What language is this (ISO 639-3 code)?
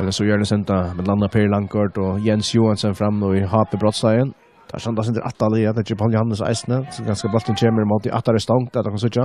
fao